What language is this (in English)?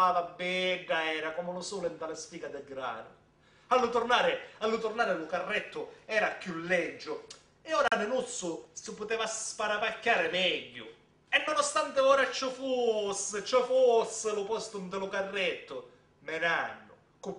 Sicilian